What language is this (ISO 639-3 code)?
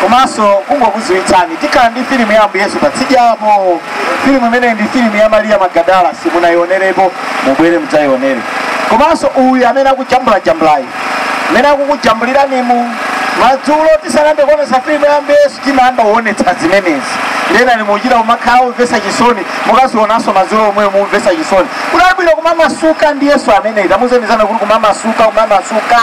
nya